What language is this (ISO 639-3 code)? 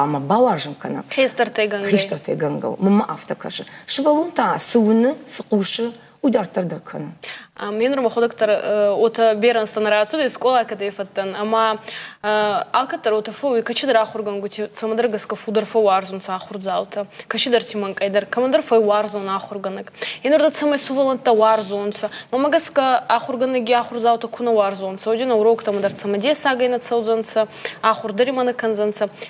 oss